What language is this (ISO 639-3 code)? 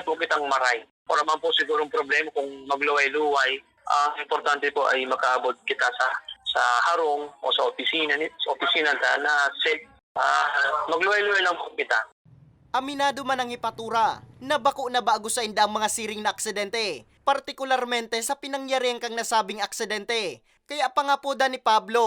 bik